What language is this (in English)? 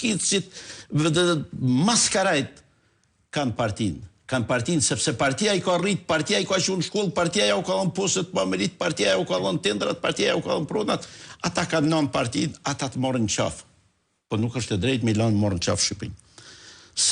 Albanian